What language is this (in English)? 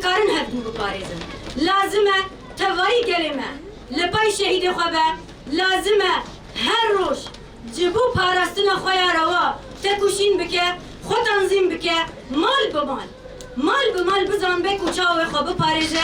Kurdish